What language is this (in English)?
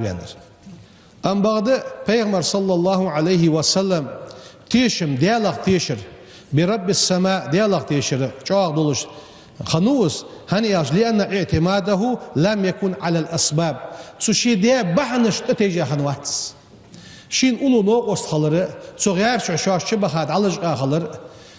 Ingush